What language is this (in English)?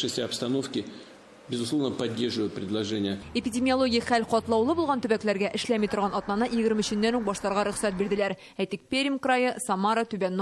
Tatar